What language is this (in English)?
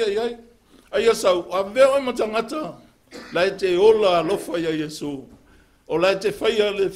Samoan